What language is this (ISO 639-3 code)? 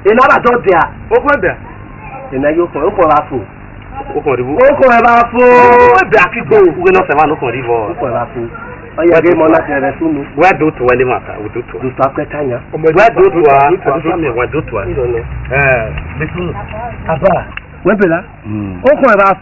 ish